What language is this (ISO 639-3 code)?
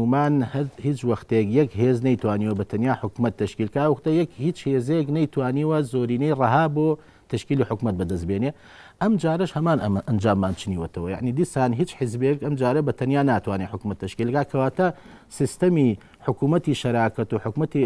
ckb